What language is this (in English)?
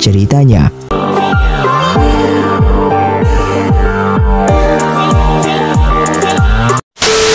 Indonesian